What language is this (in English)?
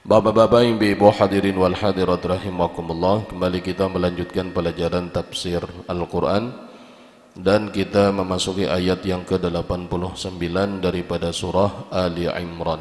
Banjar